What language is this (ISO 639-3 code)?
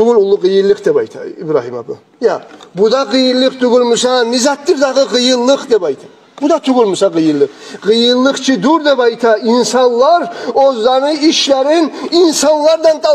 kum